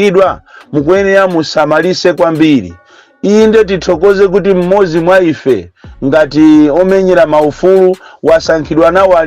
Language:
Nyanja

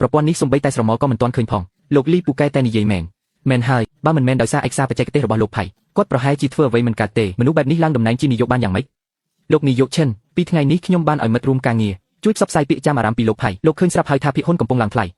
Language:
Khmer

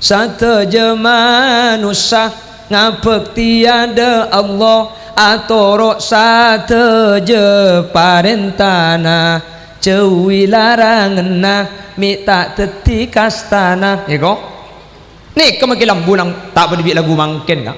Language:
Madurese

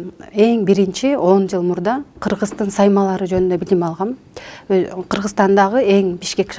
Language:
Kyrgyz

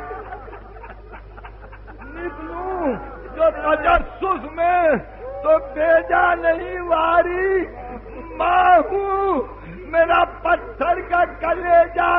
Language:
Urdu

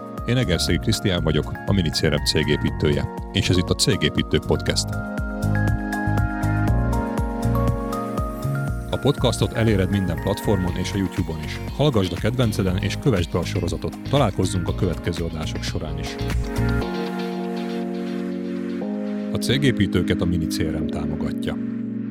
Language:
Hungarian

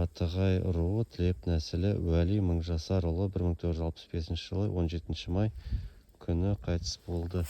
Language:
Kazakh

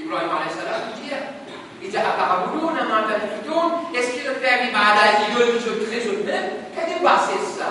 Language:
Morisyen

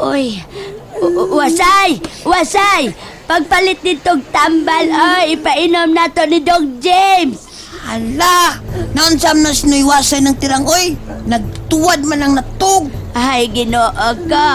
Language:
Cebuano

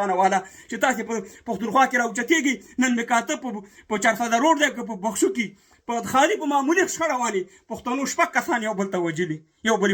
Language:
Pashto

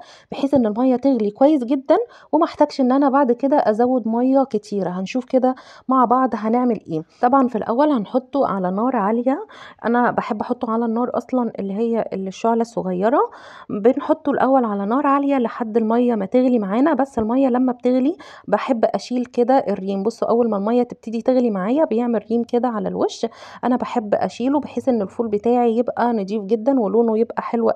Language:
Egyptian Arabic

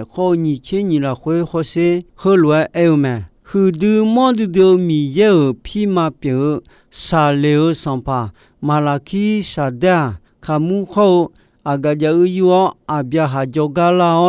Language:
Akha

